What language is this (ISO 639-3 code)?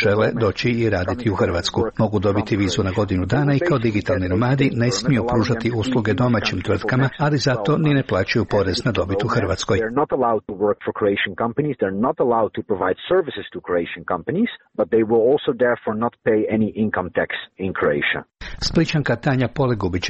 hrv